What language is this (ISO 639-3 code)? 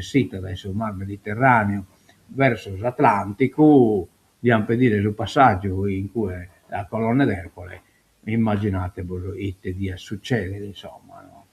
srd